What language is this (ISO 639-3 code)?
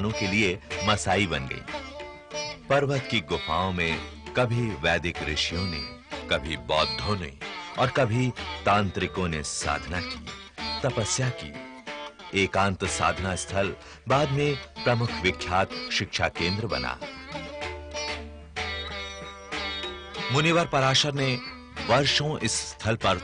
hin